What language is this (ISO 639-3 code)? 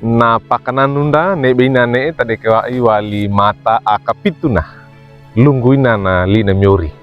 wew